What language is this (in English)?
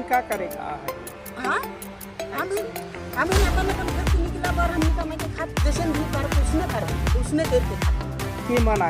Sadri